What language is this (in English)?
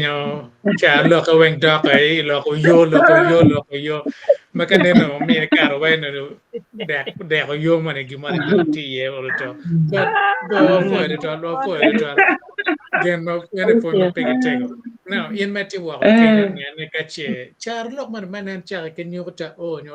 Acoli